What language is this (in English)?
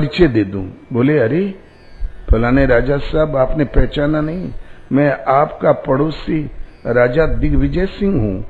Hindi